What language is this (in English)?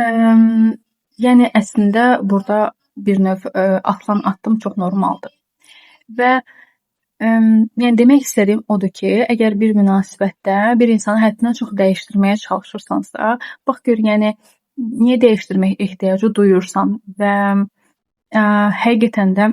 Azerbaijani